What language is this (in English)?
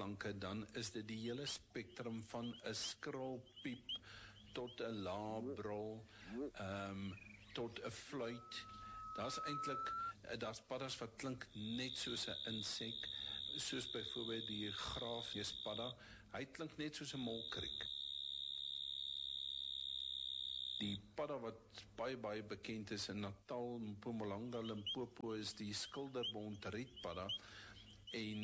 Afrikaans